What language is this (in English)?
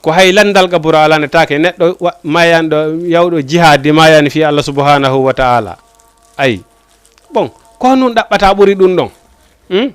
Fula